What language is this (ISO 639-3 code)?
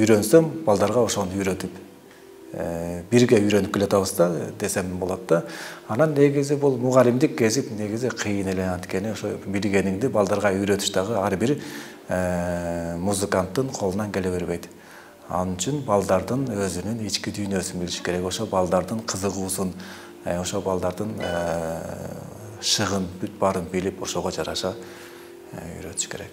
kir